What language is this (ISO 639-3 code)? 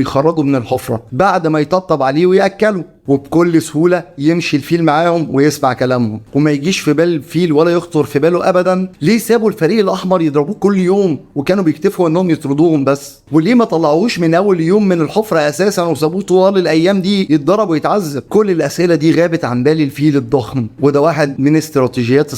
arz